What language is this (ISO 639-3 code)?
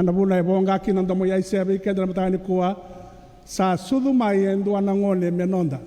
fij